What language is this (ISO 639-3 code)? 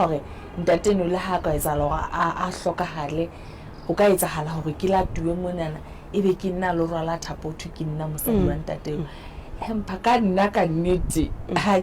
sot